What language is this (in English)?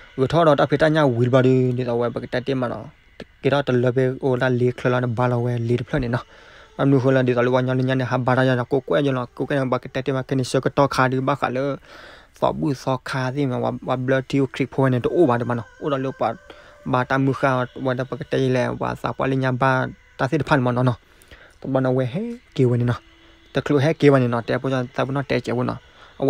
S'gaw Karen